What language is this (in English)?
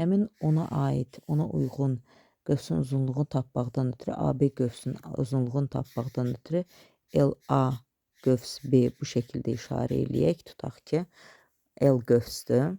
Azerbaijani